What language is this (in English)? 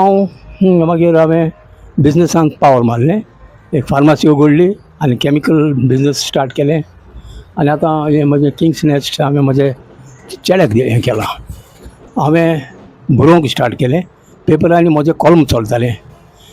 Konkani